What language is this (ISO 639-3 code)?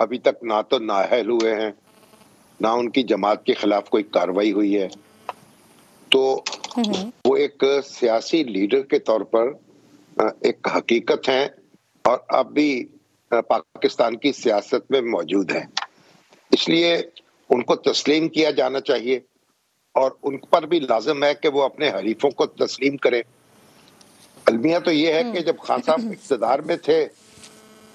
urd